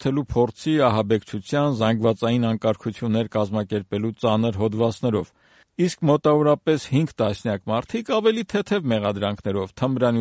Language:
Armenian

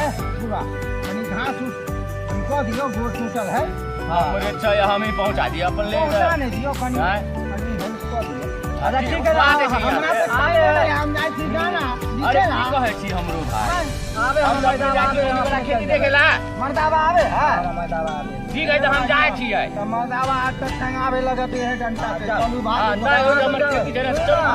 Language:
Maithili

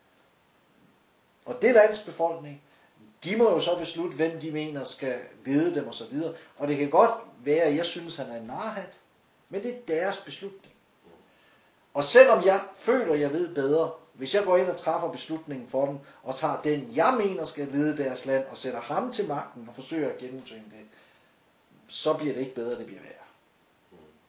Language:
Danish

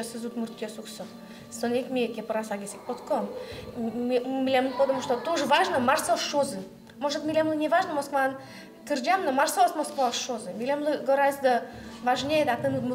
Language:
Udmurt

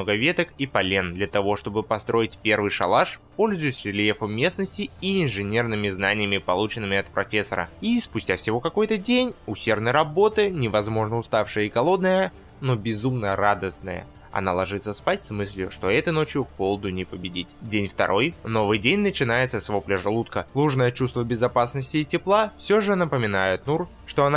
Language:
Russian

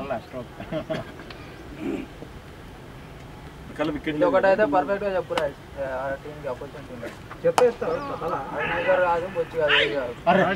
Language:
Telugu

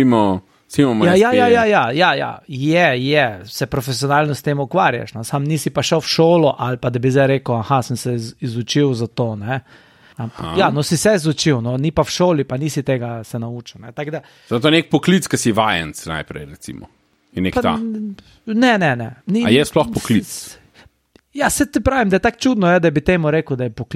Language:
Slovenian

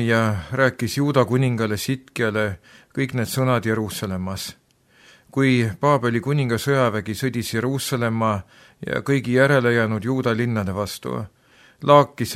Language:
Estonian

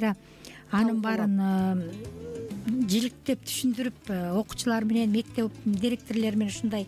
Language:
Kyrgyz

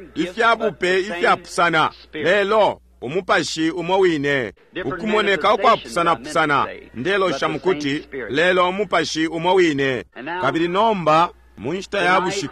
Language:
Bemba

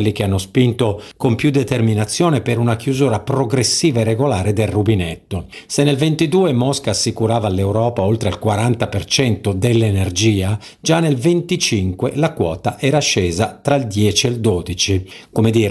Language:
Italian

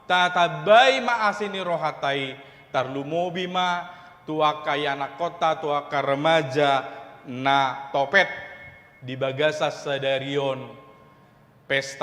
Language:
Batak Toba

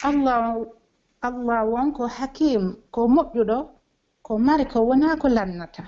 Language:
Pular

